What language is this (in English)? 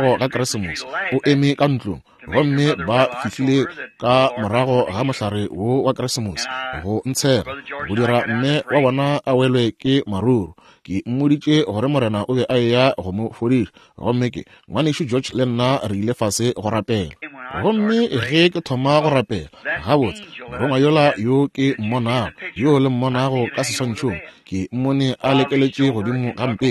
Northern Sotho